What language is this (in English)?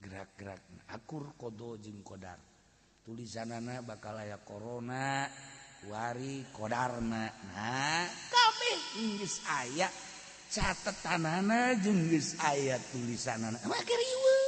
Sundanese